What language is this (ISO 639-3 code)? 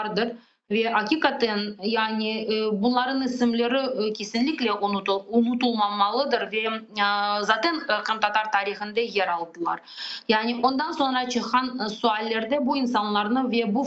crh